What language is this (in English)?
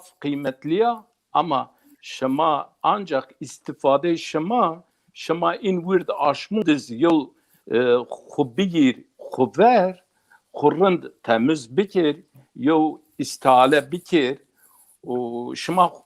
Zaza